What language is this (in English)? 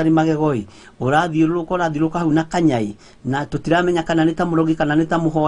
Kikuyu